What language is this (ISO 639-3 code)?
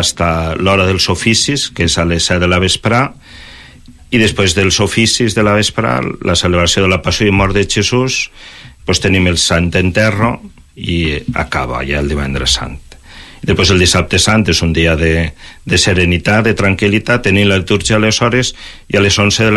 cat